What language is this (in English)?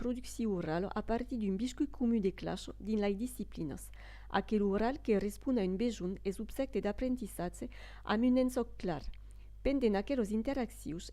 Occitan